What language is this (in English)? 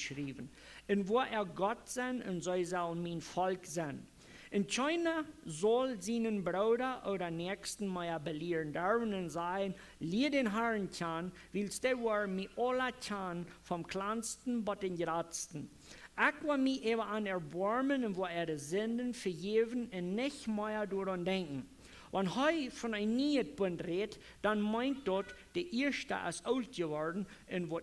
Plautdietsch